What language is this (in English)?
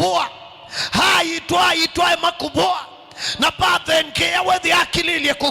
Kamba